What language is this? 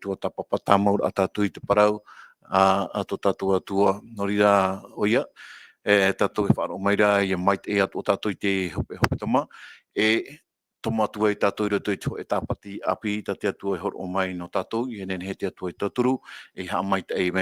Tahitian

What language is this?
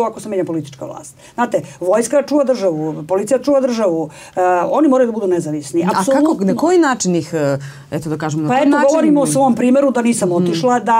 Serbian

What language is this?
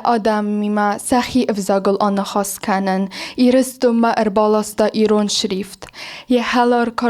Ossetic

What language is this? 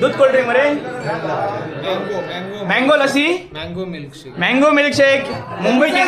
Konkani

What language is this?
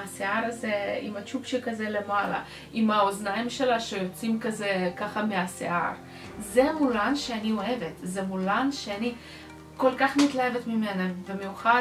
Hebrew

